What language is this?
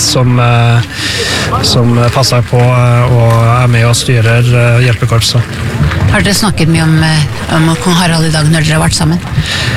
Norwegian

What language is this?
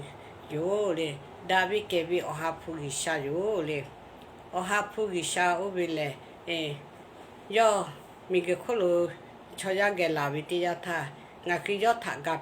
Lahu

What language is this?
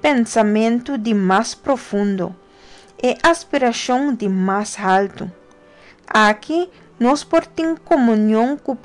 Papiamento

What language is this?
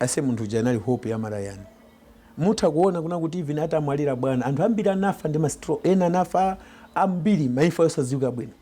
Nyanja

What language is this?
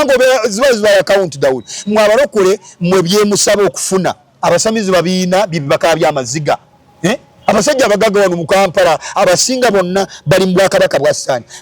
Ganda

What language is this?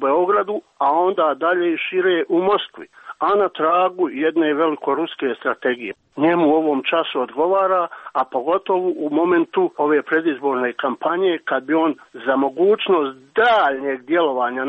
Croatian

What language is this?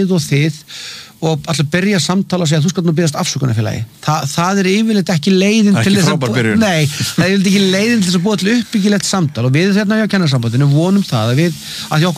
Icelandic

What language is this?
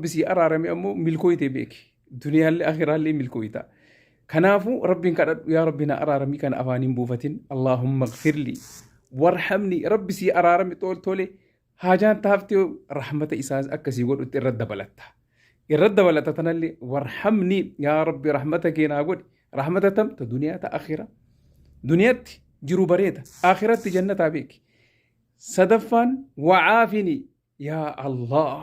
Oromo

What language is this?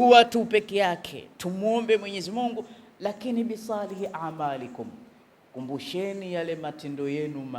Swahili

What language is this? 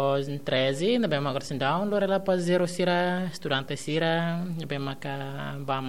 Tetum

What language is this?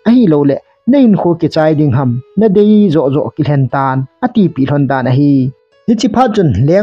Thado Chin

